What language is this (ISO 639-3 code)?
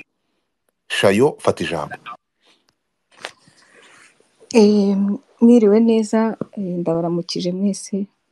kin